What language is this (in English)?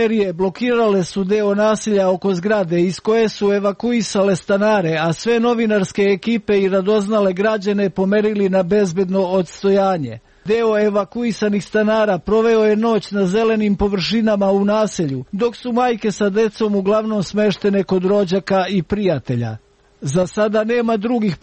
Serbian